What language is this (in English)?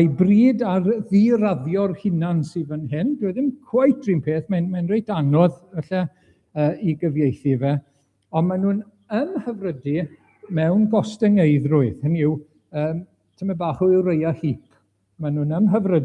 Welsh